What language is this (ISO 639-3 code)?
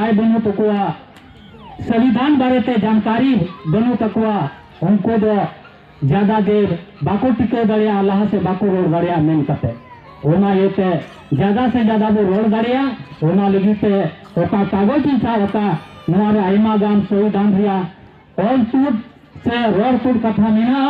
sat